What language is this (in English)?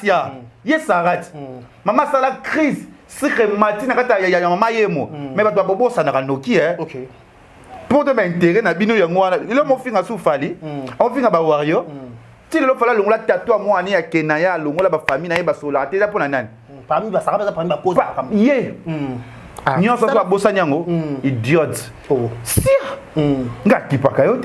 Lingala